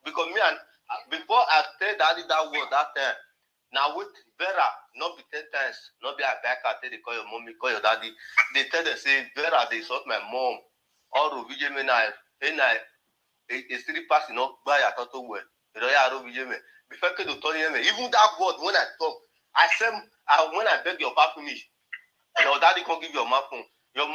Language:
Nigerian Pidgin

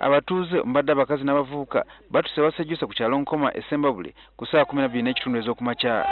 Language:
Ganda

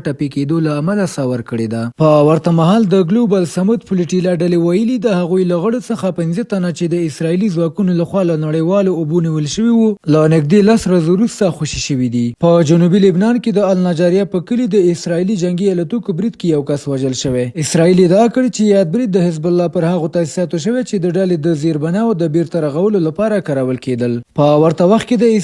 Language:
Pashto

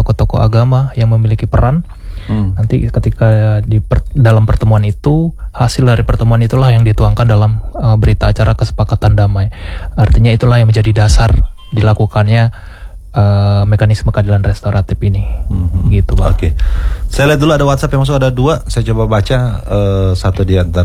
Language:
Indonesian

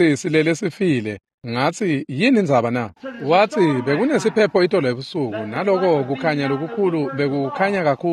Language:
Swati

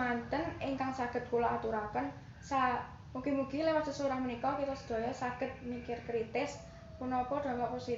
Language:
Javanese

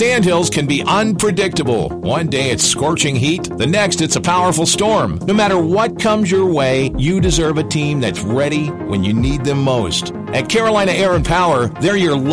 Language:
English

